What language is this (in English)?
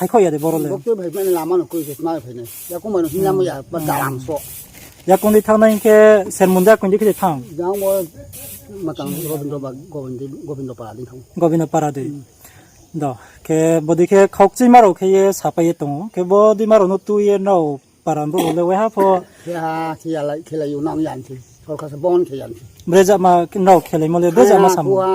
Riang (India)